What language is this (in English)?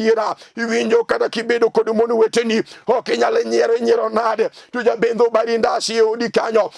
Luo (Kenya and Tanzania)